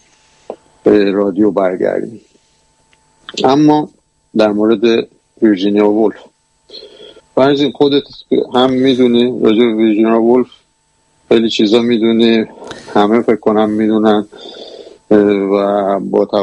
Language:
Persian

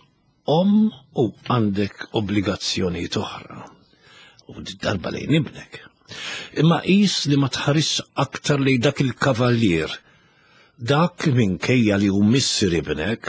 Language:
Maltese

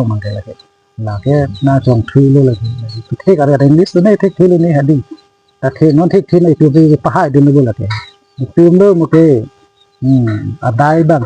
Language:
Karbi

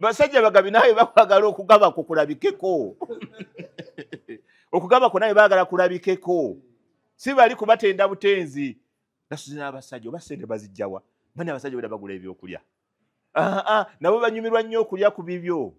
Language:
Ganda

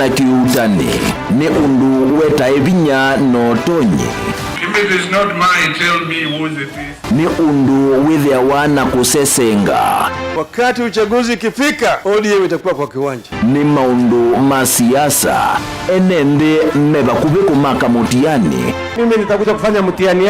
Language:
Kamba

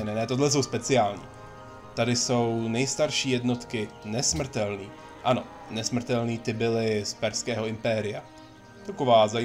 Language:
Czech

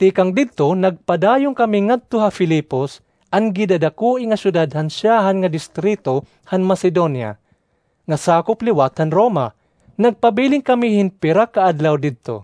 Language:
Waray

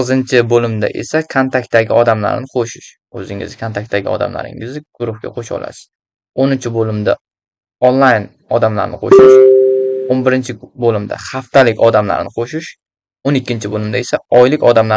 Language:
Uzbek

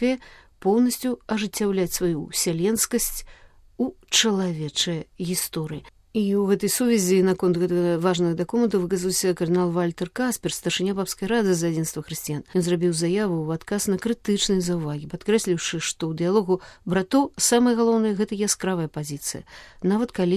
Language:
Belarusian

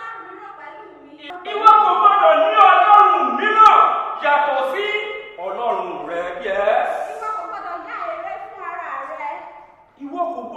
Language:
Yoruba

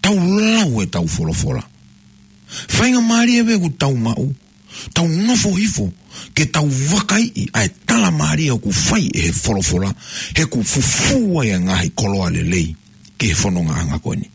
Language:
Tongan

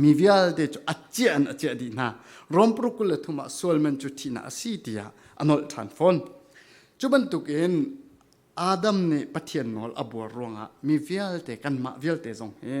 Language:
Falam Chin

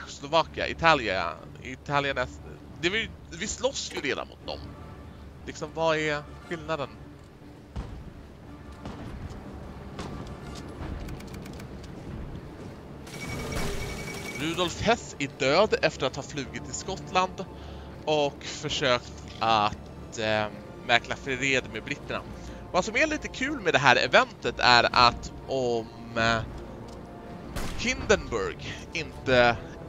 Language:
Swedish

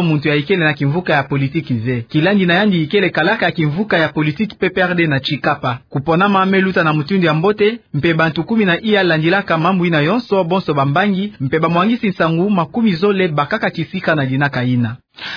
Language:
Kituba (Democratic Republic of Congo)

